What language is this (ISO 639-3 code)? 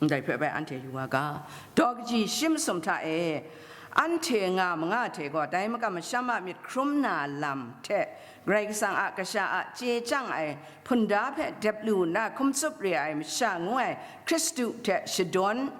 kac